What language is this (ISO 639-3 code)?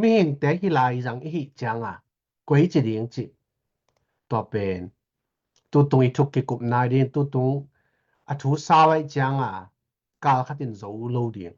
ctd